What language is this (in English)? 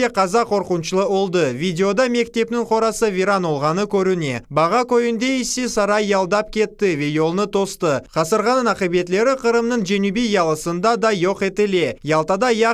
Crimean Tatar